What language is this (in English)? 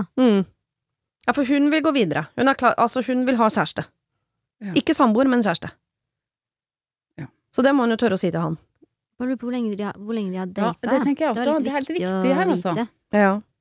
Norwegian